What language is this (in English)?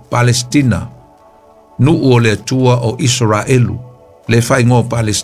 Samoan